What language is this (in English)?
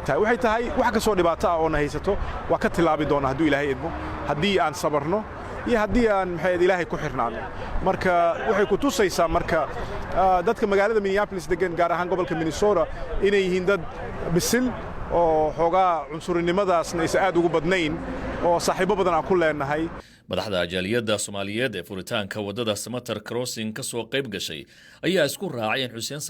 Somali